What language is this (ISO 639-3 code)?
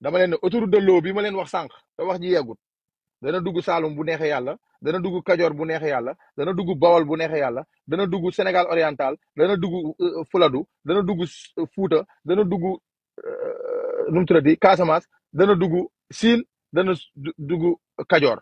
wol